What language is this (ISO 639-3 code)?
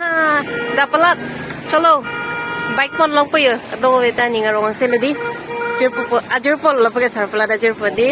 mjw